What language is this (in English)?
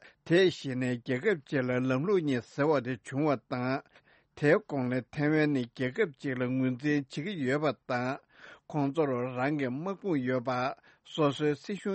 Tibetan